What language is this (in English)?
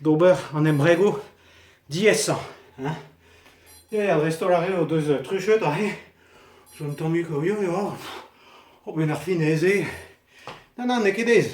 Breton